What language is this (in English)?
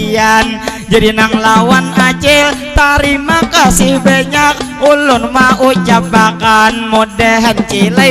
Banjar